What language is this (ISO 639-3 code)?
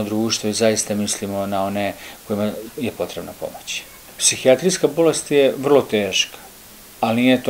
srp